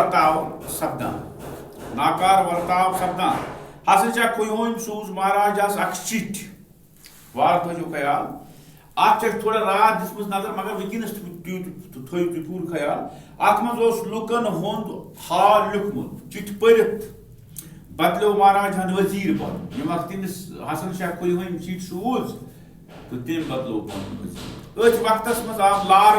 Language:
Kashmiri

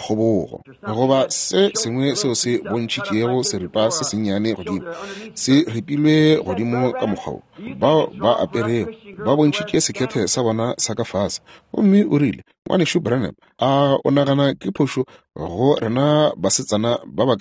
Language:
Northern Sotho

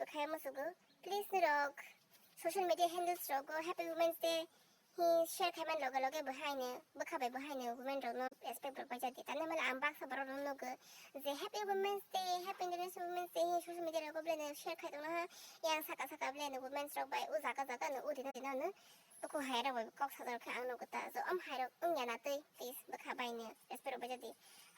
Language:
Kok Borok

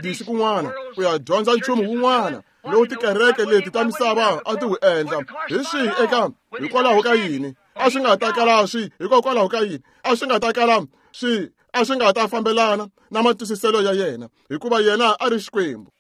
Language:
Tsonga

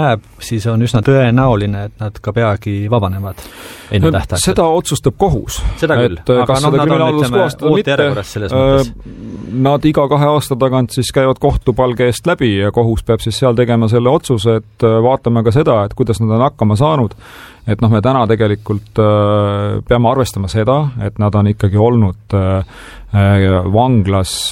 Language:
Estonian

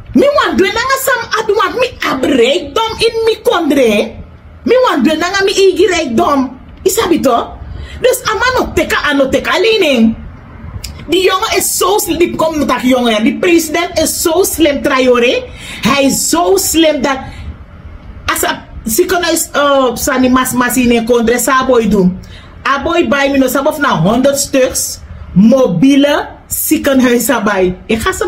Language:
Sranan Tongo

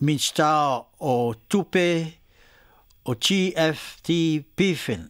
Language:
Samoan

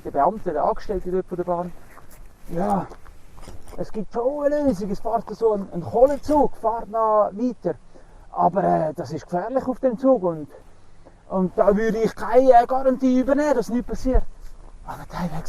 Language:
Swiss German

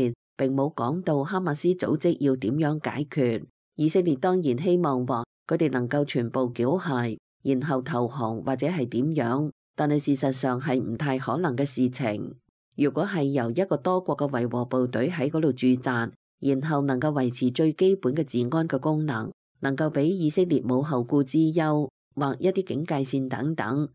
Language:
Cantonese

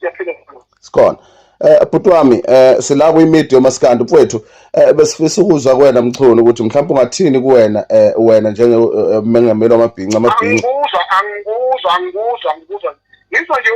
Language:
Zulu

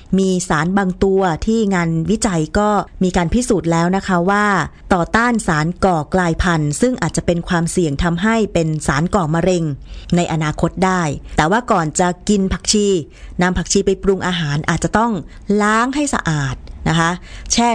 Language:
Thai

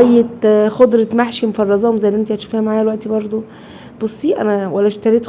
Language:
Egyptian Arabic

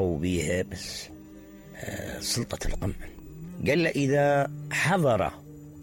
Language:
Mesopotamian Arabic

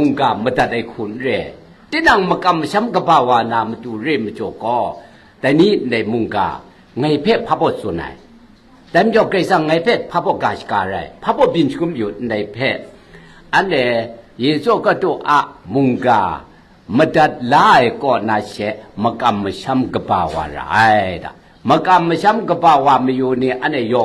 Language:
Kachin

